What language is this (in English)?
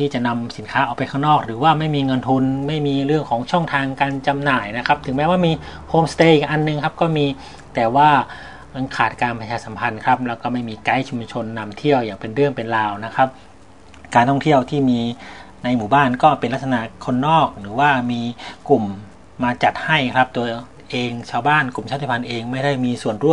Thai